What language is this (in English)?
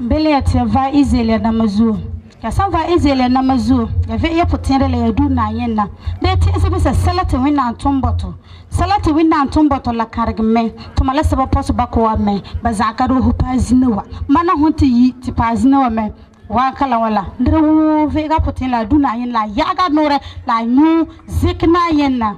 Frafra